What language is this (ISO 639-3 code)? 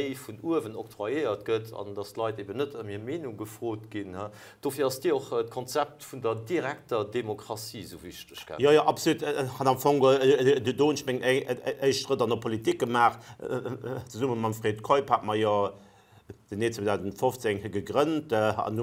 ltz